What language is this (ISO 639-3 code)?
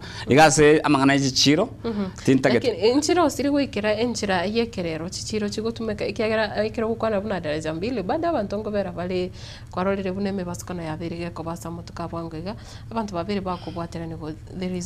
guz